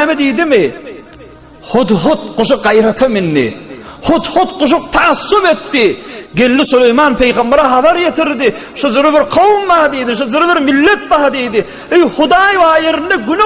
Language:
Turkmen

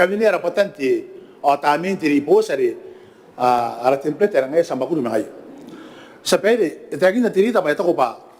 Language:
Gilbertese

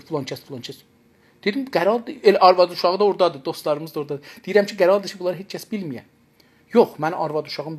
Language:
South Azerbaijani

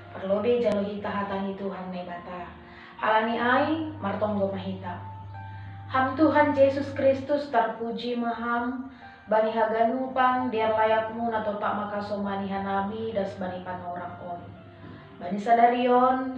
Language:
Batak Simalungun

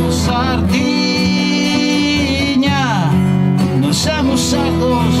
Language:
Sardinian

